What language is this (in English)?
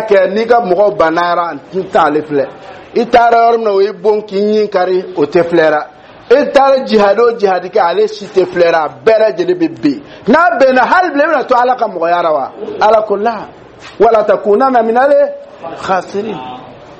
Dyula